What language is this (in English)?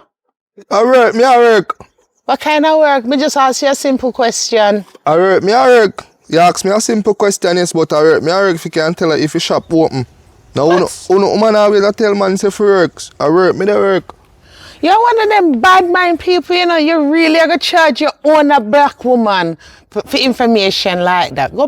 Jamaican Creole English